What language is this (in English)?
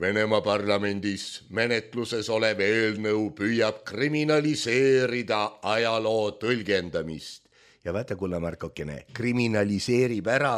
Estonian